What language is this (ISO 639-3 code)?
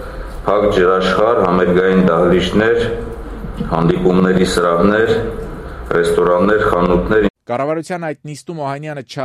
hye